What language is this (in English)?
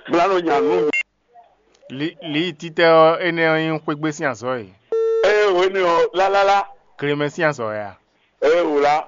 Fon